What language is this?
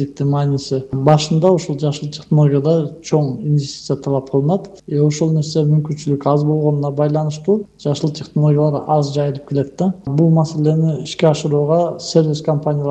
Kyrgyz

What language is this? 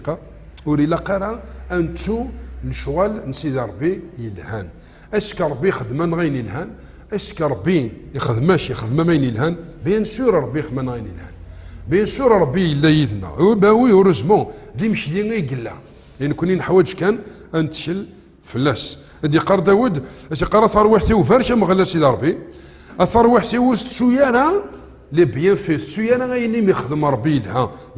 Kabyle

